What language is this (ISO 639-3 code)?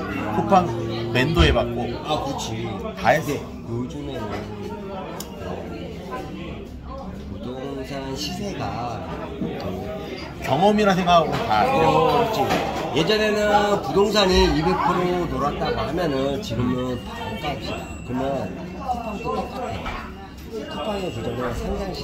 kor